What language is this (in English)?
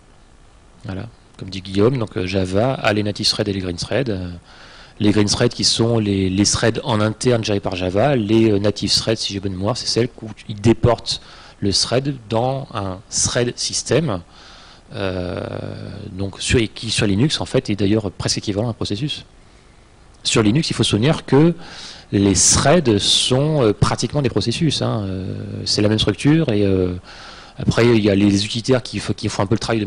French